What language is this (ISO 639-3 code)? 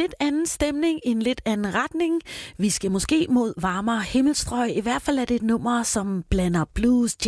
dan